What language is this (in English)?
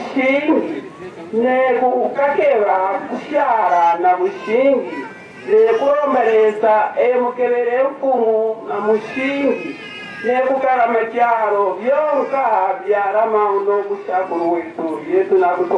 Kaonde